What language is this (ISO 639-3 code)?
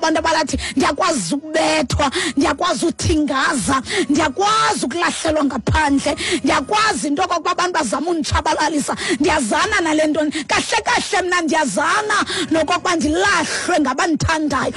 xho